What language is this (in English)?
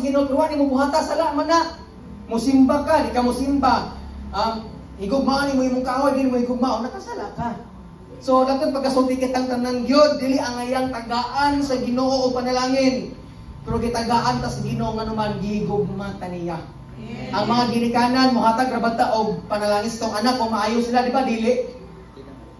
Cebuano